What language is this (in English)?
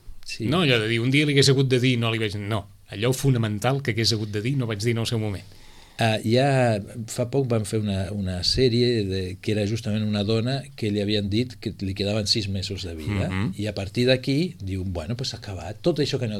Catalan